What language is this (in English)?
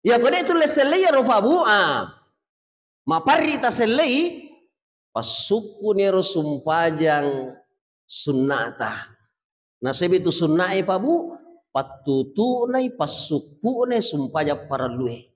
Buginese